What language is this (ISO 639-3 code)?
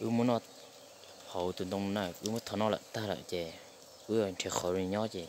hmn